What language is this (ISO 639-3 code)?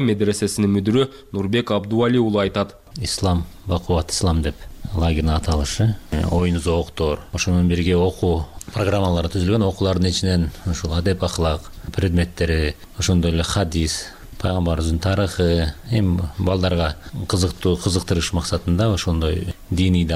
kir